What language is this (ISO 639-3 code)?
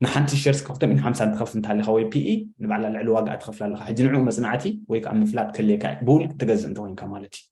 tir